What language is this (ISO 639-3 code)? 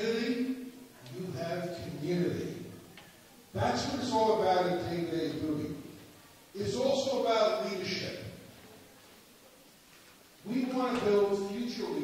eng